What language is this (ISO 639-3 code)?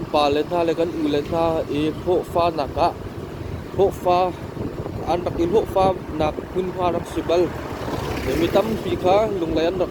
cnh